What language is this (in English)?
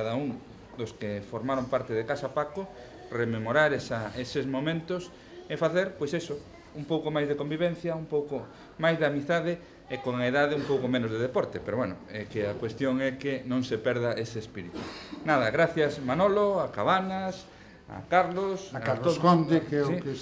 Galician